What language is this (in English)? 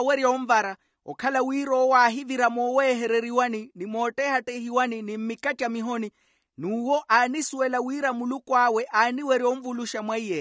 Makhuwa